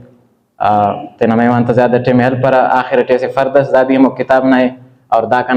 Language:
Brahui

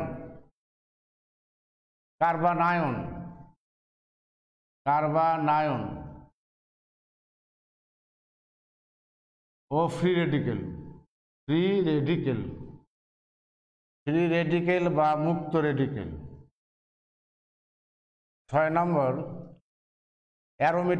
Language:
Bangla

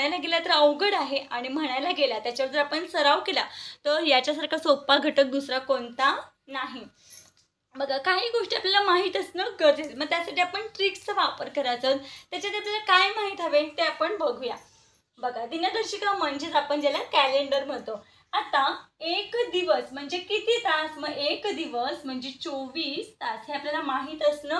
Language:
Marathi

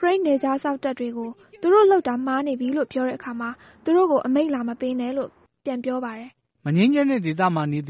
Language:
Burmese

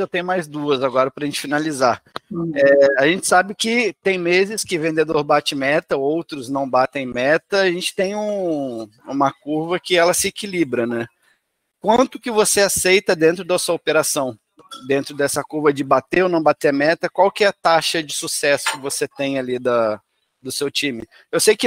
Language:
Portuguese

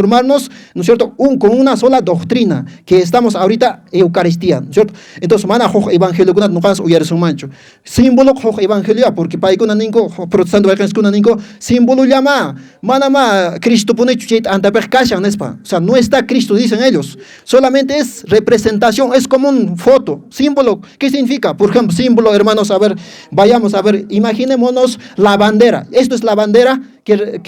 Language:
Quechua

